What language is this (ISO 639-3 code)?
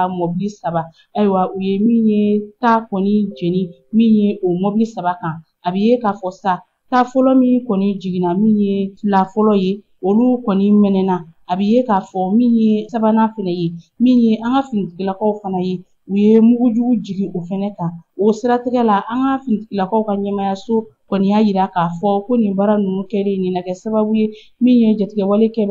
bam